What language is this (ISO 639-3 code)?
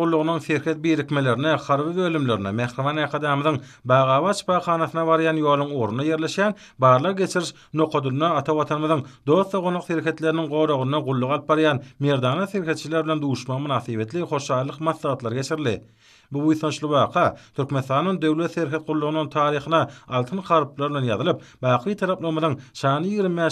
tuk